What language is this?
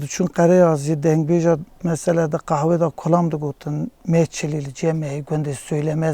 Kurdish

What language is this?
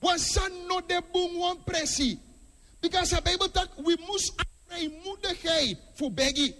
Sranan Tongo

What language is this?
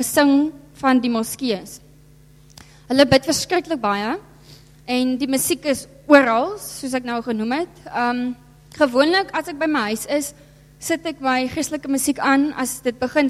Afrikaans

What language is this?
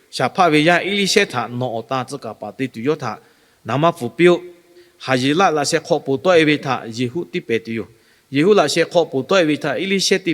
Lahu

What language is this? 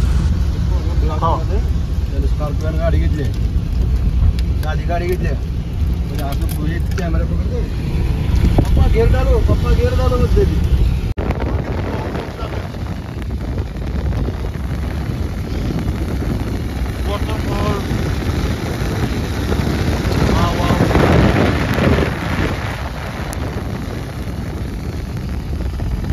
Marathi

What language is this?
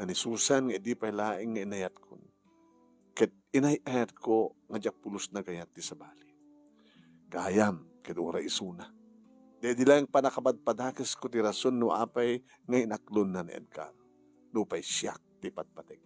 Iloko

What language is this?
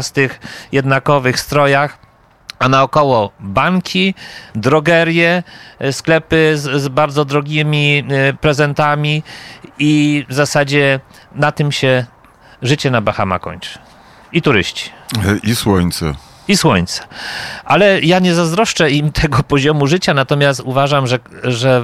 Polish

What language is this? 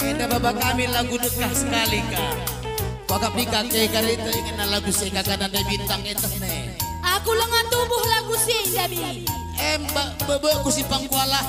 Batak Karo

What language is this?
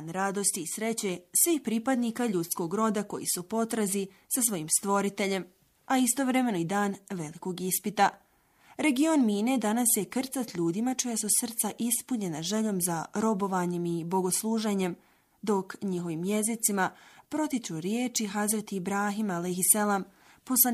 Bosnian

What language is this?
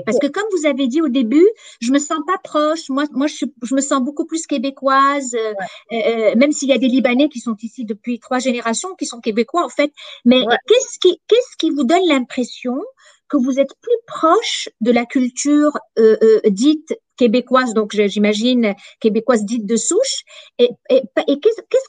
French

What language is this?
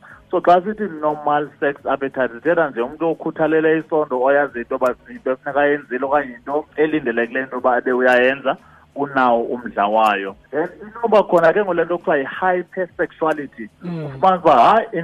Xhosa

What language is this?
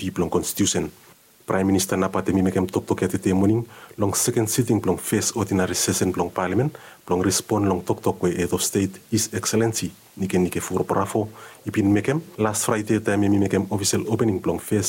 Bislama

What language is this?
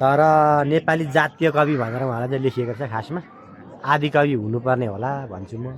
Nepali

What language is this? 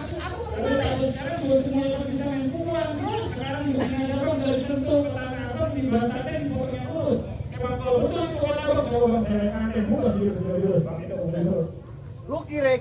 Betawi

